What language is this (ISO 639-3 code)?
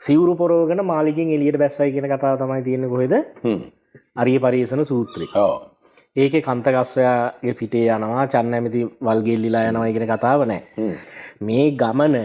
sin